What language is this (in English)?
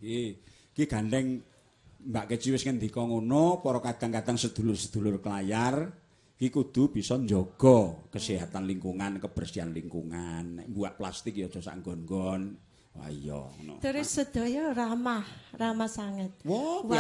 Javanese